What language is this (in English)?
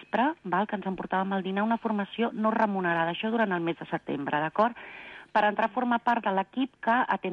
Catalan